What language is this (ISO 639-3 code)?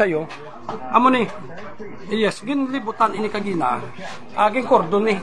hil